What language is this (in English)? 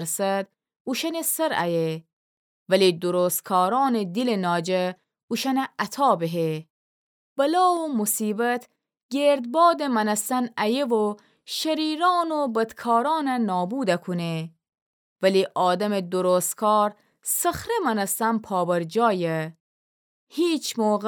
Gilaki